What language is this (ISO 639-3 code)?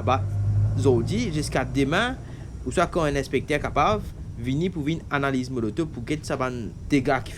mfe